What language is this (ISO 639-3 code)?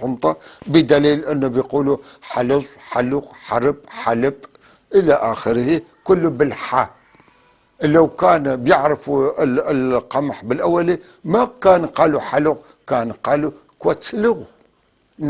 apc